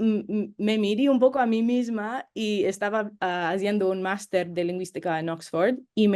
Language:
Ladino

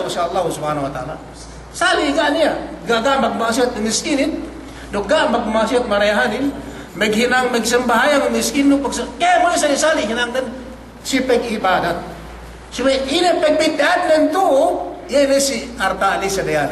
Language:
Yakan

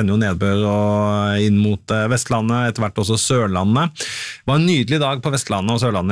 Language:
Norwegian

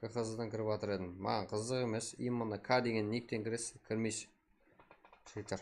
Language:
Kara-Kalpak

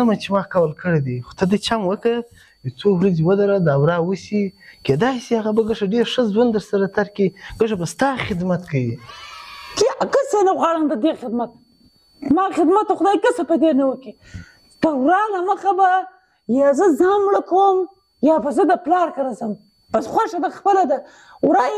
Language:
Pashto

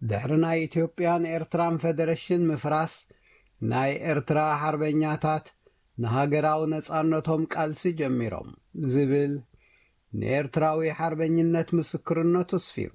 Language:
Tigrinya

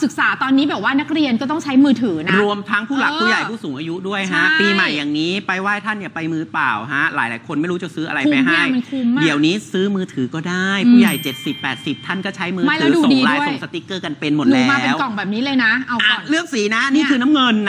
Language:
Thai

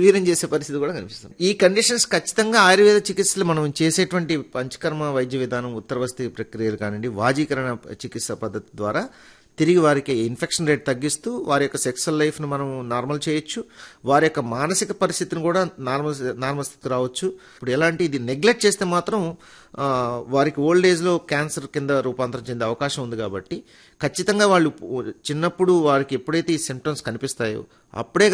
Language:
Telugu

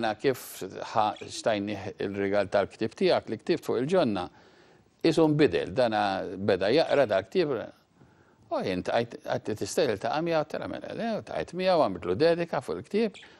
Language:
Maltese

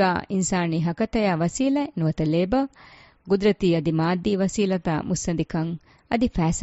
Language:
Divehi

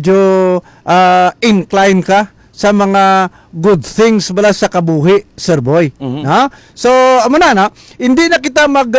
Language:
Hiligaynon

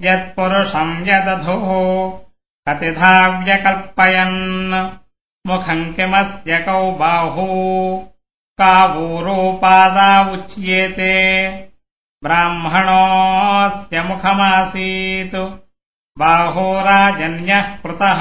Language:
Sanskrit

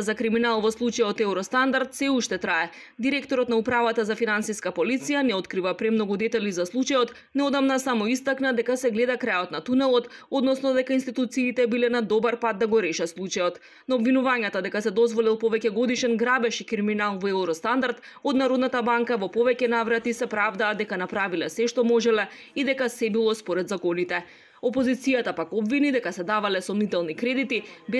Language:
Macedonian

